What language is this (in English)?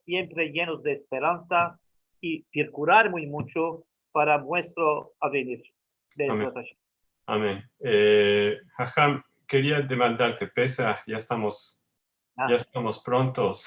Ladino